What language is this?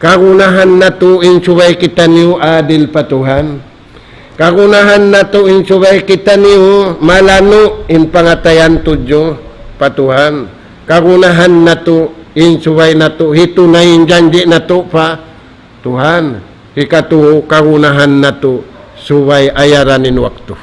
Tausug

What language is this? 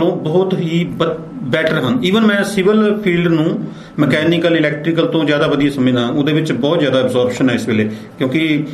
Punjabi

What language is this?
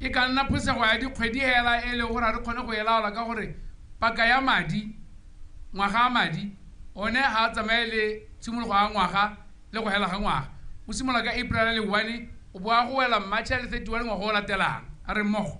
Tswana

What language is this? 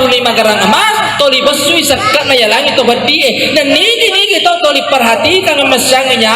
Buginese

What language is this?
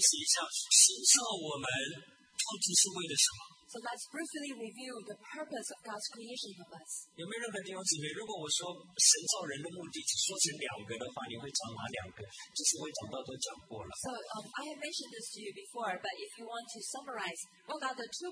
Chinese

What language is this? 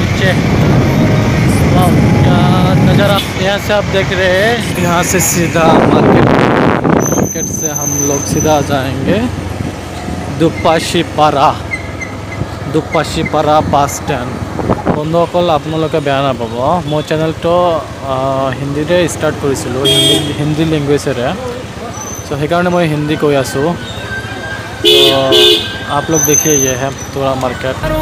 Hindi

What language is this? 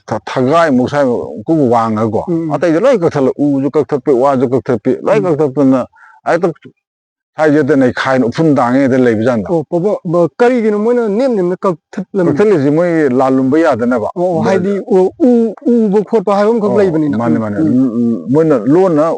Manipuri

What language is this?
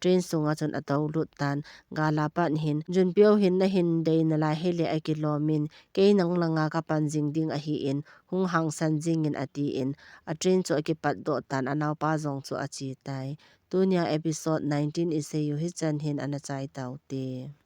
Thado Chin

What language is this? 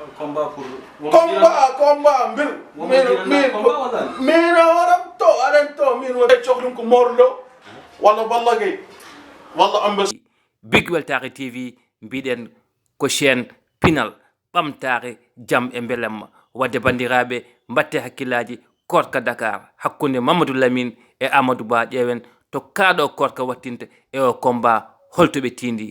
Fula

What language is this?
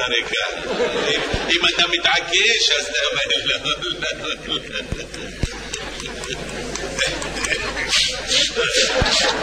Hebrew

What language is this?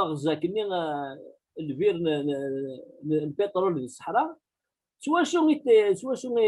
Kabyle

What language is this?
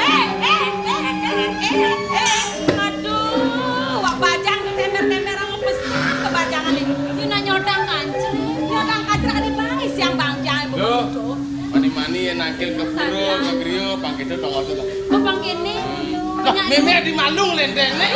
Balinese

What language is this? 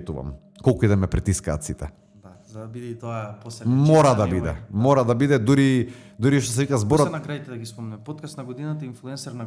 Macedonian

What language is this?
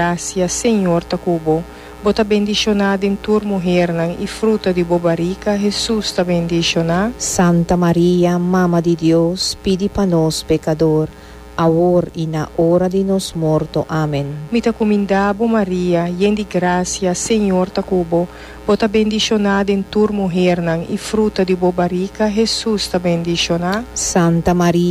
Papiamento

